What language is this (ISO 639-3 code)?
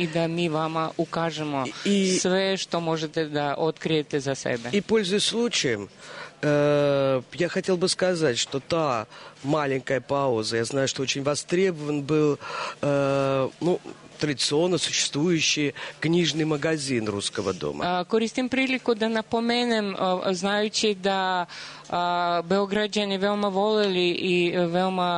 srp